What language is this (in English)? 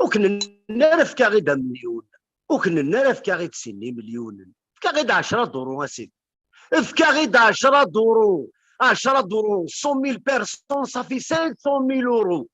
Kabyle